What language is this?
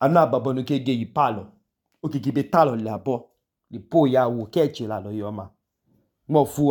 Idoma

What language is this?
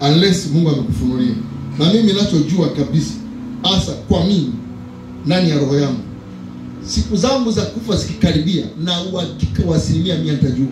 Swahili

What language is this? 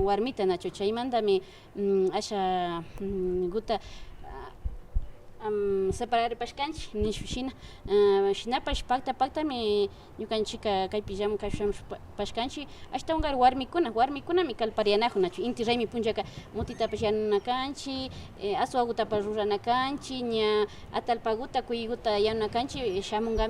Imbabura Highland Quichua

